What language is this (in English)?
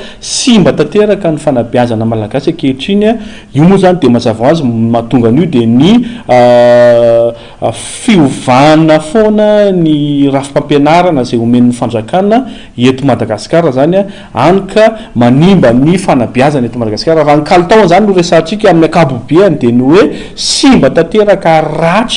Malagasy